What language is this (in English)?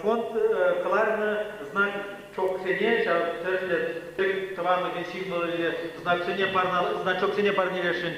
Chuvash